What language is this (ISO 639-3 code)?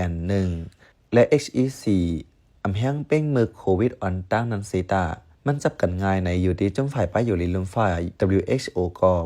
shn